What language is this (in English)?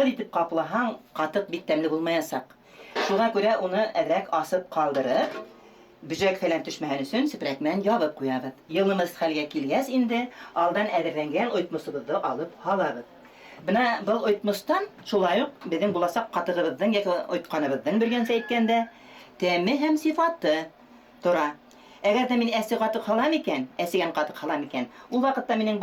Bashkir